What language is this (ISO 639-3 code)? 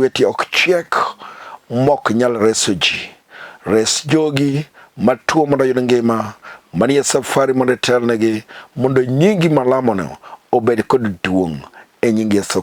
luo